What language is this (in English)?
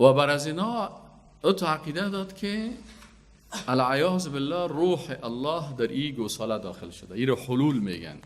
Persian